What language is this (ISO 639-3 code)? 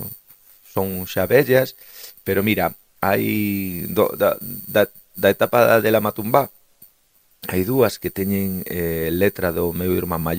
glg